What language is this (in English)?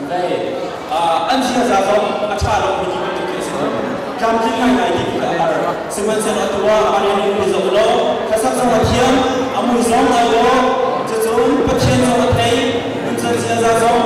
Hakha Chin